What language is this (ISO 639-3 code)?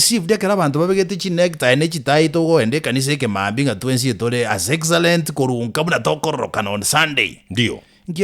guz